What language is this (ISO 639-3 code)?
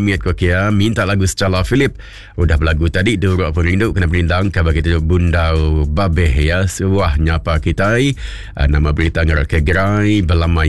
iba